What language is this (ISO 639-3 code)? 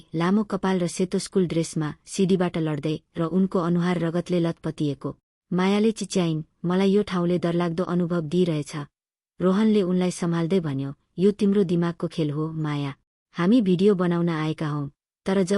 nep